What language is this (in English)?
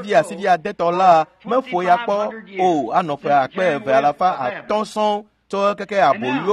Ewe